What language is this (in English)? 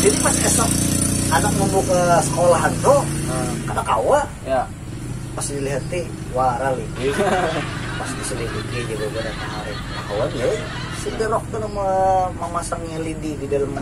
Banjar